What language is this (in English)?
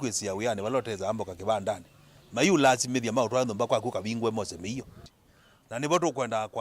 Kamba